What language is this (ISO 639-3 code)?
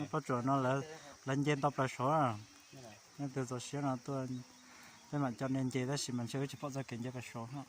hmn